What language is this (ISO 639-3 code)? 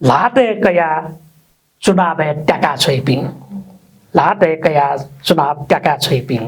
new